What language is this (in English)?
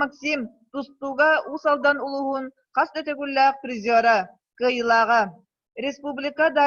Yakut